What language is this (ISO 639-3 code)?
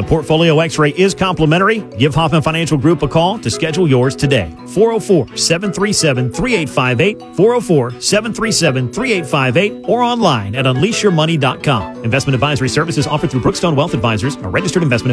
eng